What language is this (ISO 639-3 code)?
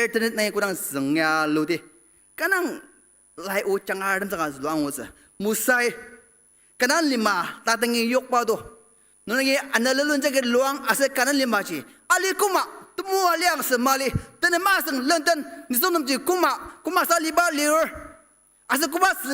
njo